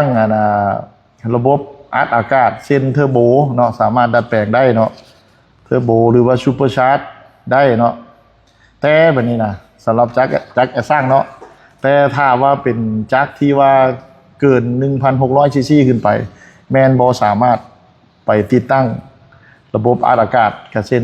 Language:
Lao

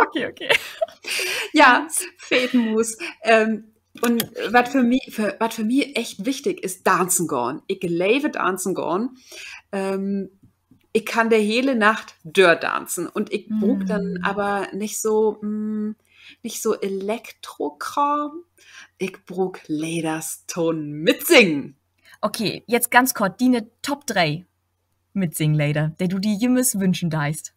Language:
Low German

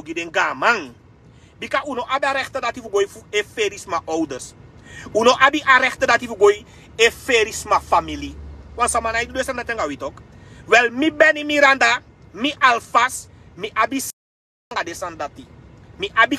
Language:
Sranan Tongo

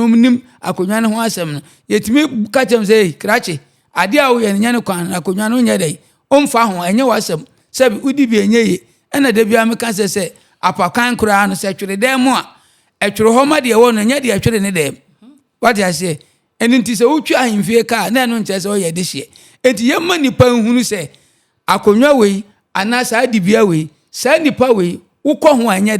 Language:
Akan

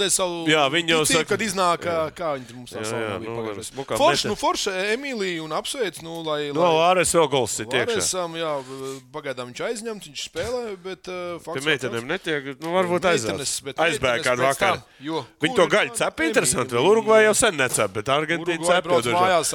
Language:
Latvian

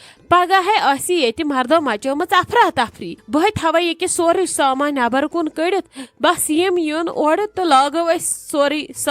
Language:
Kashmiri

